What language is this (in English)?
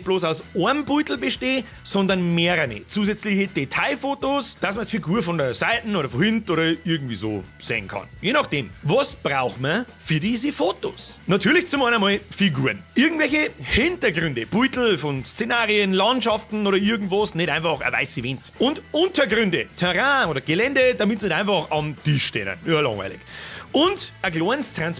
Bavarian